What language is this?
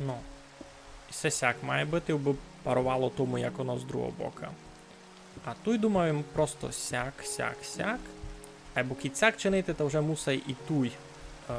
Rusyn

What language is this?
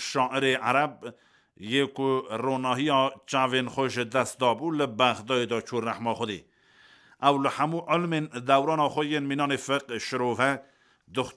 Kurdish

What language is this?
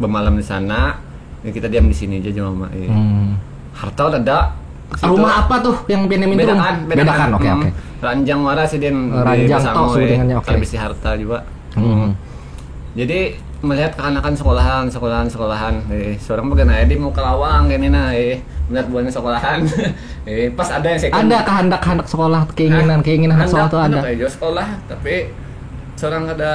Banjar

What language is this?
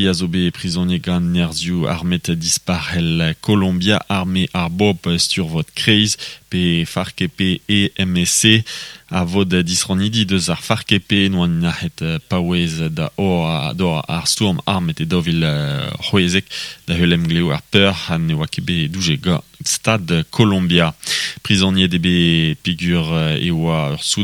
Breton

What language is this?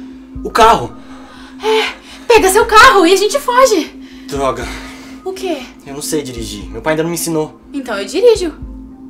Portuguese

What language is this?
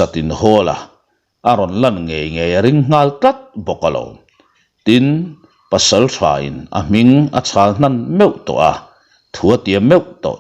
Mizo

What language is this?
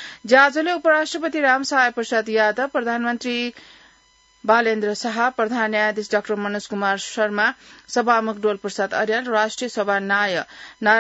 Newari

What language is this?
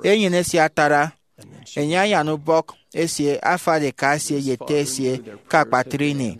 Efik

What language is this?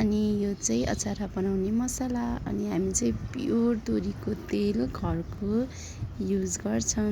Nepali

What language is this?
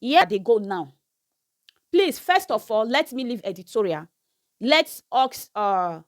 Nigerian Pidgin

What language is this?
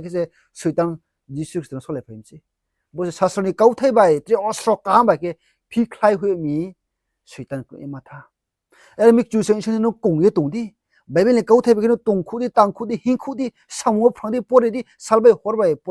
Riang (India)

